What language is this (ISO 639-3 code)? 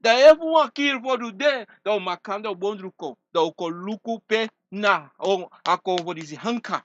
srn